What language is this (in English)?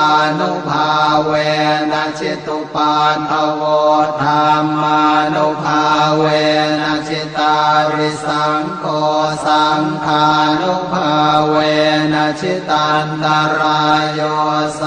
Pali